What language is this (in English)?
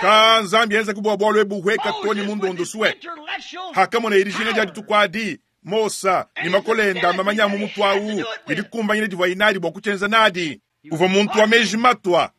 Luba-Lulua